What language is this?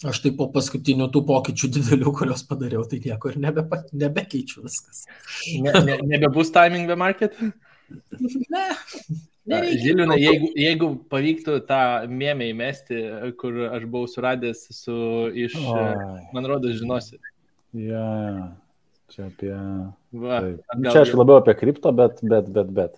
Lithuanian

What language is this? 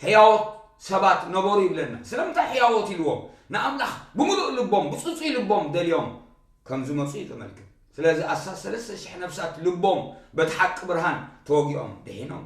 Tigrinya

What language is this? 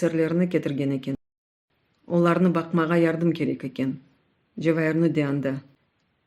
Crimean Tatar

